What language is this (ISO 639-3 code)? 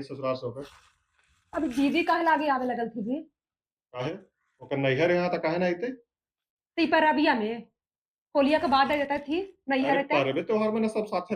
mag